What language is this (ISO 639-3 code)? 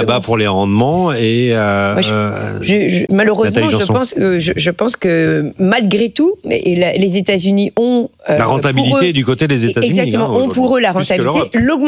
fra